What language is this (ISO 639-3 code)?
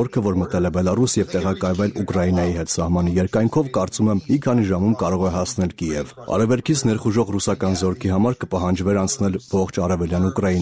hye